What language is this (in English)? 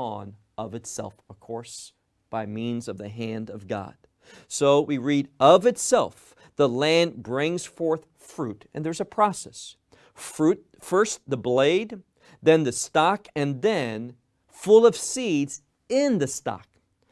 English